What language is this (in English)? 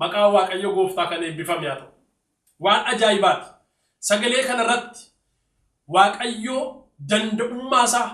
Oromo